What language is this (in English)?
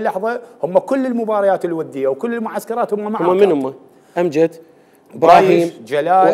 Mesopotamian Arabic